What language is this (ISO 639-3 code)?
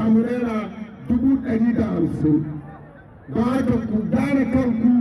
hau